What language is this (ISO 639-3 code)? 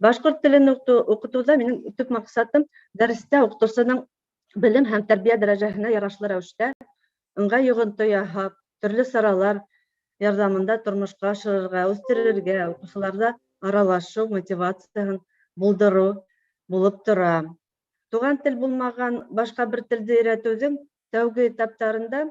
bak